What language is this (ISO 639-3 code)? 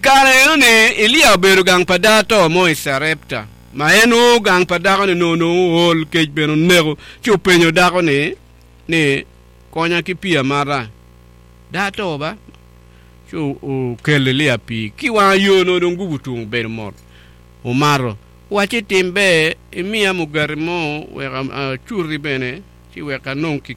ach